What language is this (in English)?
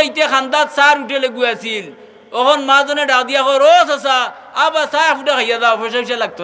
Sylheti